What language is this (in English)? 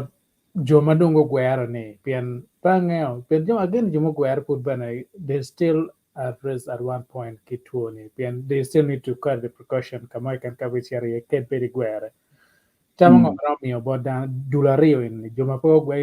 Acoli